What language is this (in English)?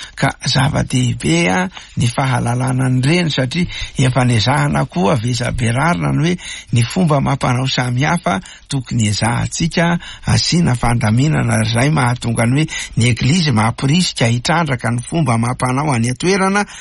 Malagasy